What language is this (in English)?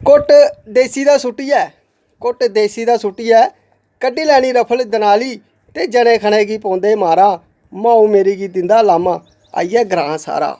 Dogri